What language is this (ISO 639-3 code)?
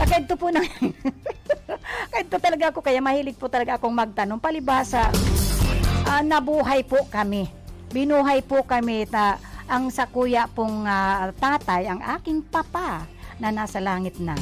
bik